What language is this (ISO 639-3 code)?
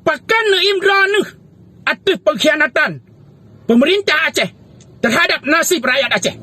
ace